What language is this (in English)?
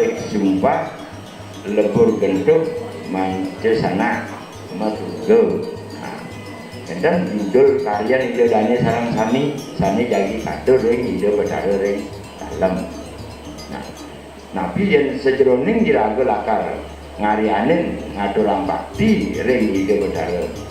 Balinese